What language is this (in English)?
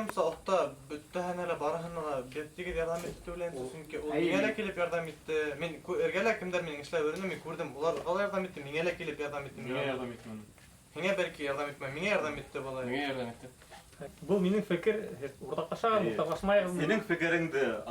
Bashkir